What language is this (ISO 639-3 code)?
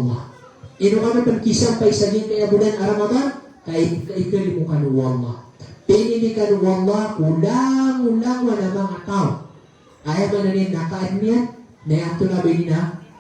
mrw